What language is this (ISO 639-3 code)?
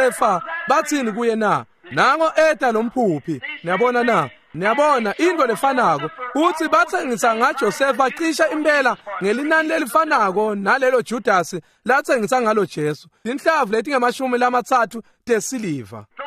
ssw